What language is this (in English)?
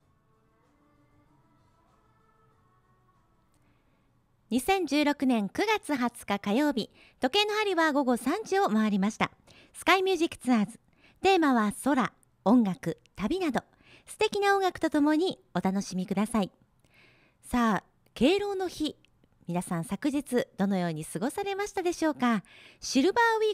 Japanese